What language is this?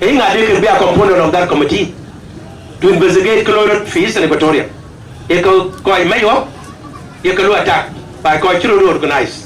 Dinka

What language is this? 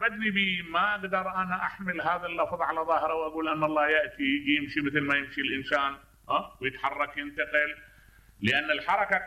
Mesopotamian Arabic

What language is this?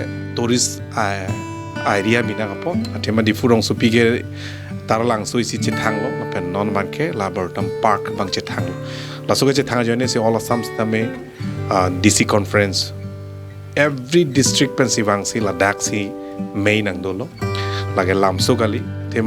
Karbi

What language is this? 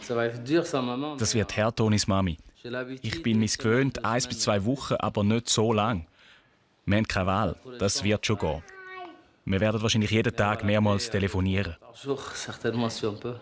Swiss German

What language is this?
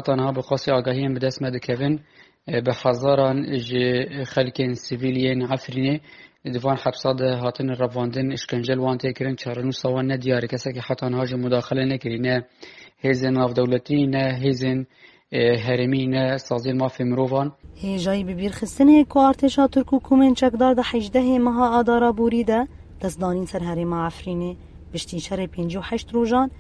Kurdish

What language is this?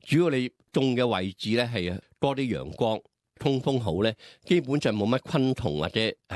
Cantonese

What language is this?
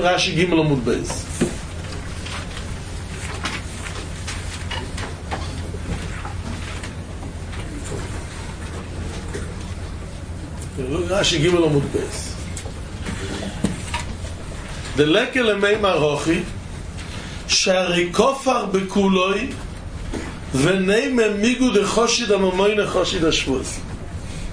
English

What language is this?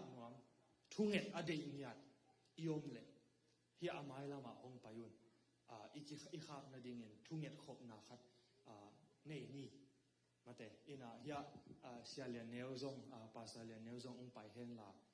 Tedim Chin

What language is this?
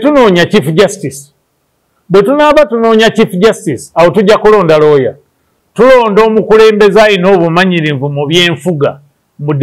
Ganda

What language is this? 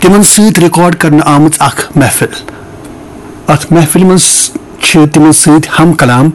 Kashmiri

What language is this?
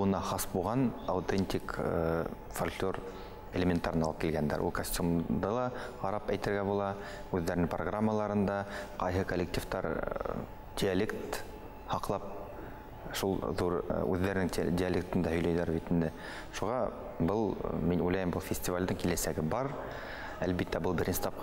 Bashkir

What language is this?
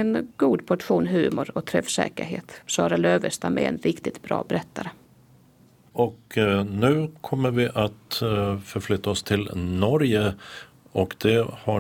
Swedish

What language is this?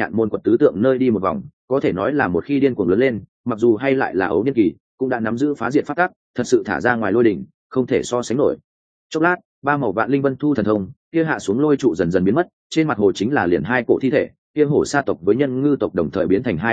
Vietnamese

